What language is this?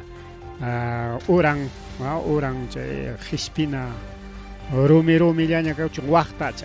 Ayacucho Quechua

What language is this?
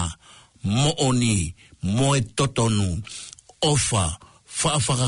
Tongan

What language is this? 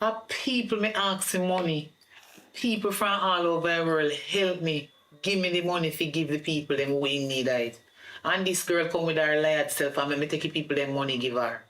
Jamaican Creole English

